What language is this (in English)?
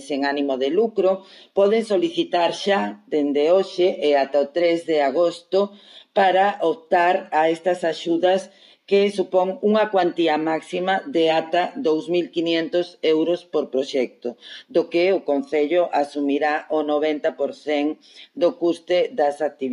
Galician